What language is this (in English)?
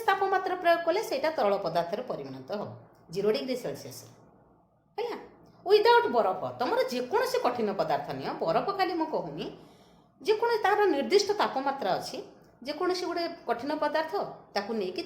Odia